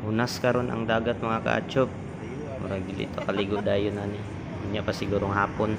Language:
Cebuano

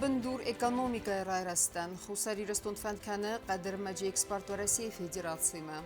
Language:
Ossetic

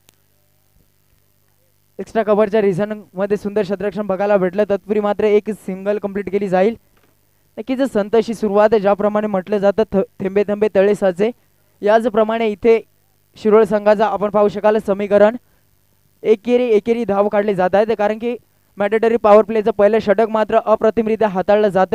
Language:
Marathi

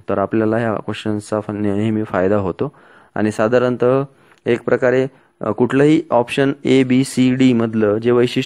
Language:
Marathi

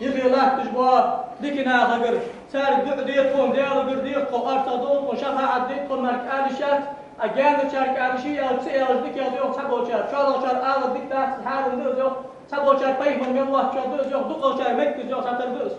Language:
Ingush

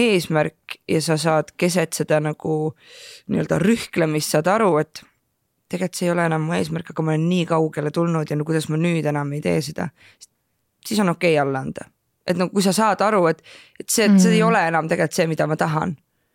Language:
Estonian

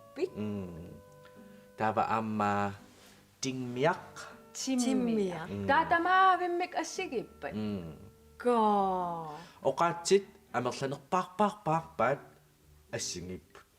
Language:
Kalaallisut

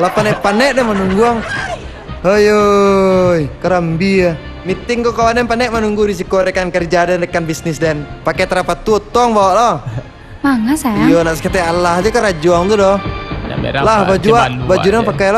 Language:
Minangkabau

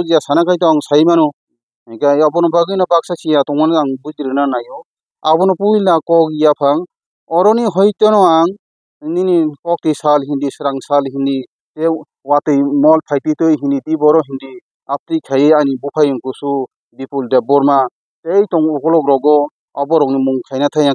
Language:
Kok Borok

